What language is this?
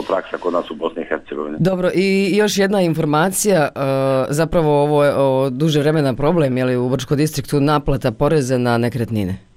Bosnian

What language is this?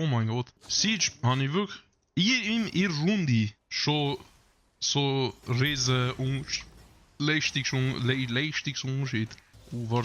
Swiss German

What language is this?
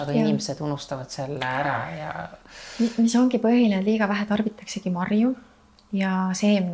Estonian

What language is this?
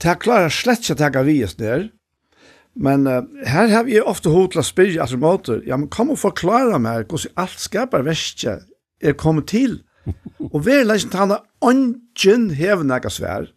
Faroese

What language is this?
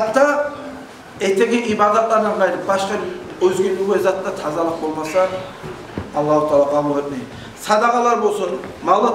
Kumyk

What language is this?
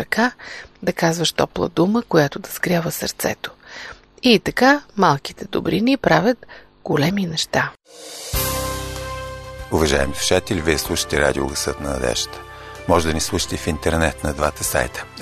Bulgarian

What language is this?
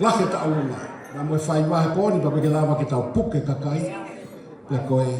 Tongan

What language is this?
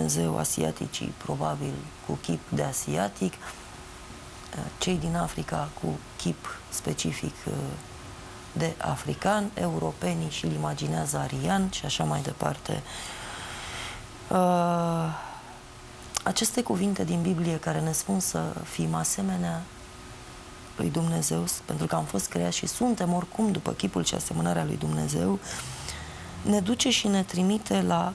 Romanian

